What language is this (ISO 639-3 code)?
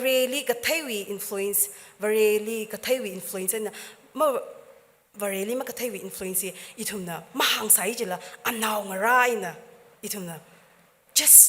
nmf